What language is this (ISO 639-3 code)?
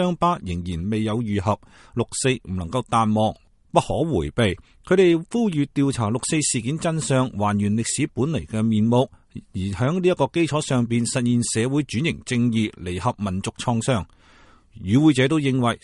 yue